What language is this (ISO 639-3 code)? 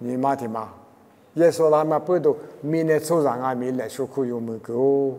lis